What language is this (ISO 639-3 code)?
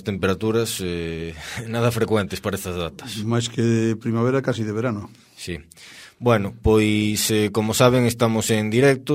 glg